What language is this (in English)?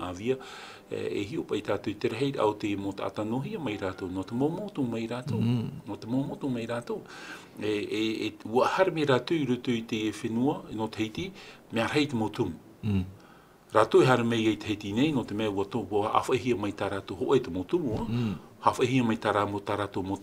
Tahitian